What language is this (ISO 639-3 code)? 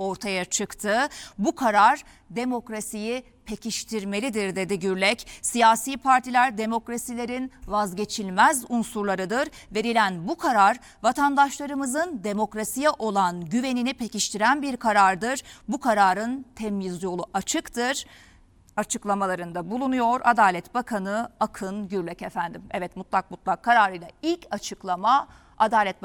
tur